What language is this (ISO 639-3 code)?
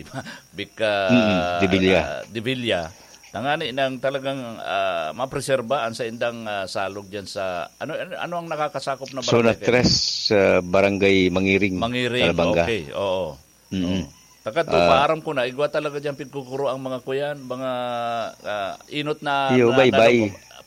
bik